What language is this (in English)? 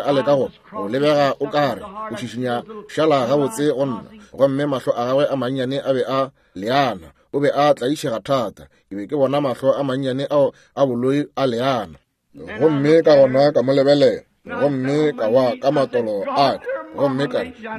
Northern Sotho